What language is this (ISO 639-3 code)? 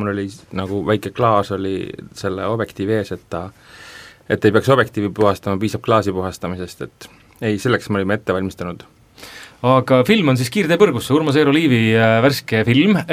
est